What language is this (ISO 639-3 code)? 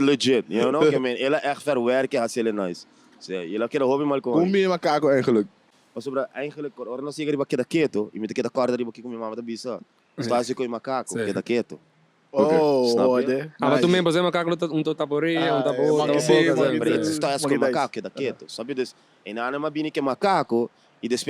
pap